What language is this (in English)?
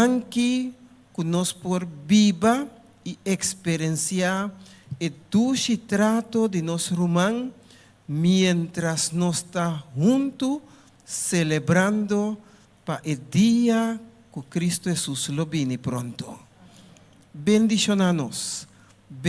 Papiamento